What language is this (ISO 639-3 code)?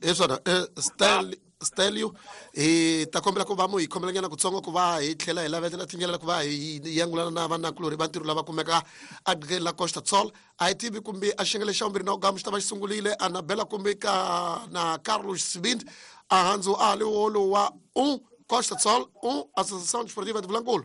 tso